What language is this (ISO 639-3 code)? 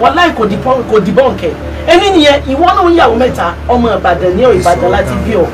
yor